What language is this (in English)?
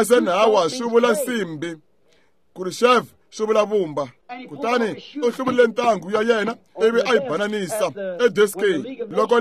Tsonga